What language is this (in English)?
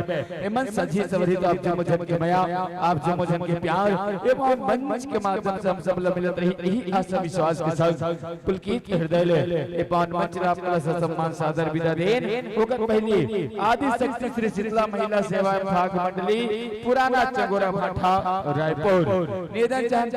Chhattisgarhi